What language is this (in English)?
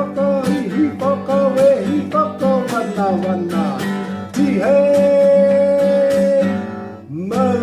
Māori